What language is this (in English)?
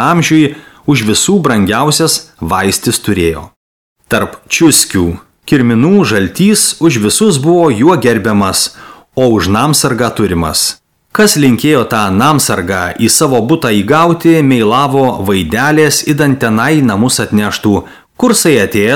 Lithuanian